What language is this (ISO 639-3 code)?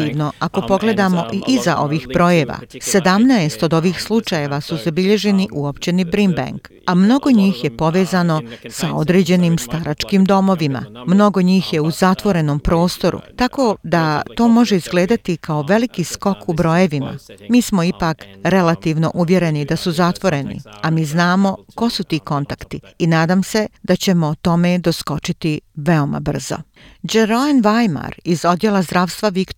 hrv